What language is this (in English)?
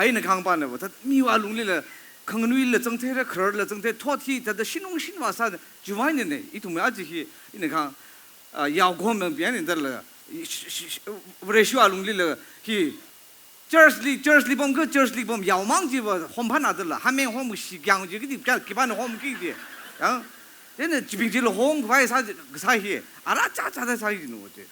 Tangkhul Naga (India)